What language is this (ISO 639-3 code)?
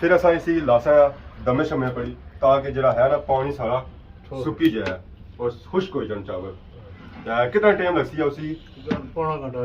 phr